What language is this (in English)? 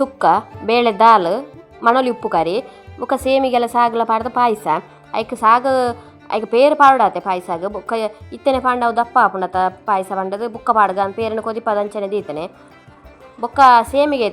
Tulu